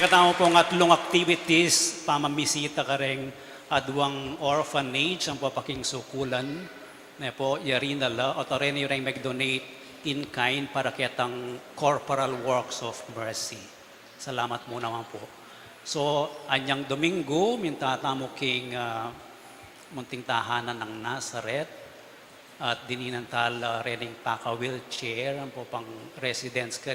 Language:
Pampanga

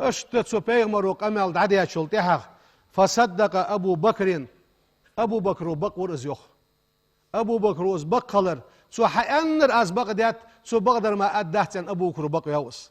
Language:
Ingush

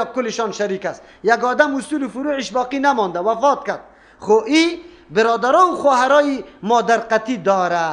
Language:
Persian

